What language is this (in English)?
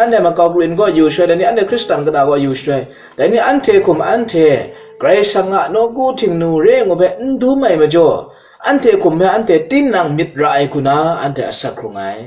Kachin